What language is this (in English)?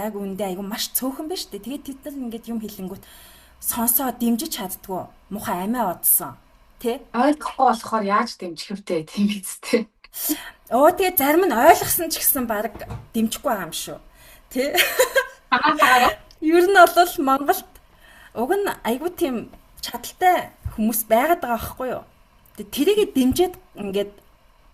Mongolian